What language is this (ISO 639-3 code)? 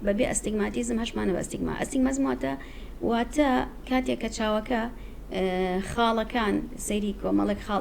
ckb